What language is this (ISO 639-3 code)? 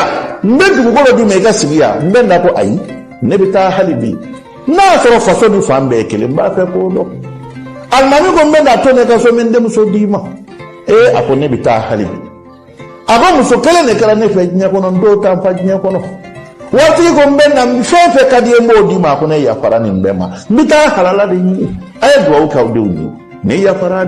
bam